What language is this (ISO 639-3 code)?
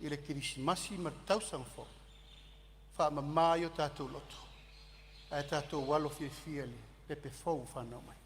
smo